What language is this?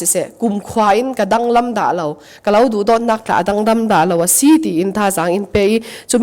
Falam Chin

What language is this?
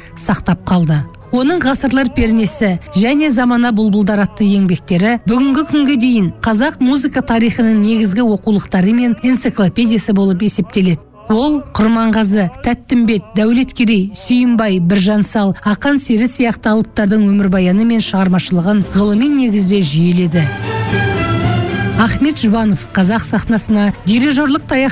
Kazakh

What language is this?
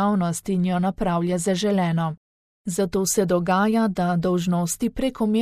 Slovenian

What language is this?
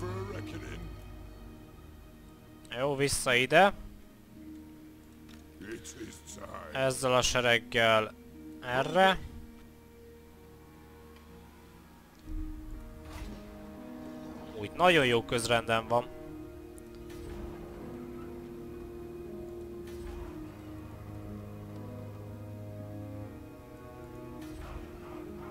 Hungarian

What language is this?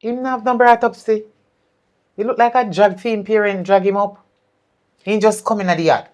Jamaican Creole English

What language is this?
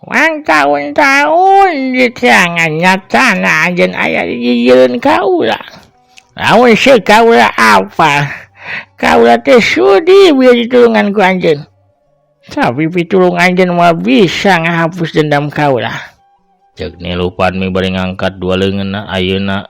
Sundanese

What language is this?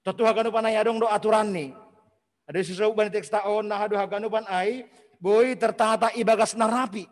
Batak Simalungun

